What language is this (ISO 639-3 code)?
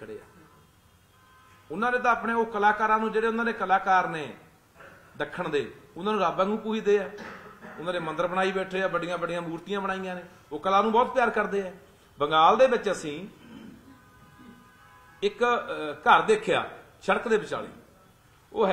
pan